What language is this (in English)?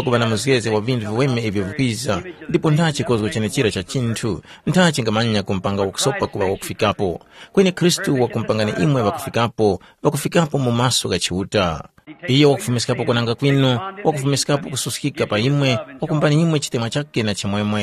Tumbuka